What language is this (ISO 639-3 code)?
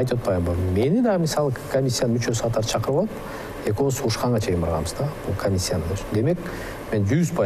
kir